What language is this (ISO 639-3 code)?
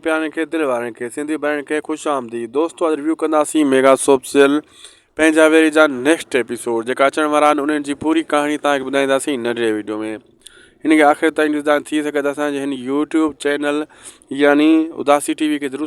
snd